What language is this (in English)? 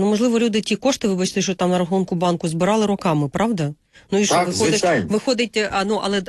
Ukrainian